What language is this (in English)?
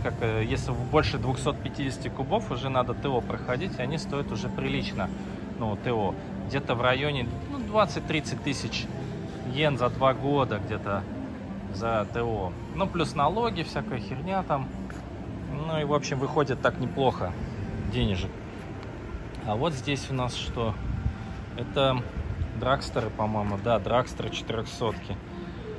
Russian